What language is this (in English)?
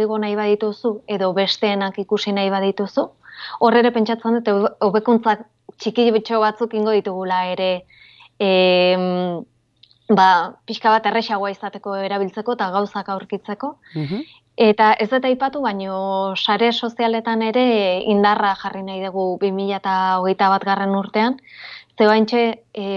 Basque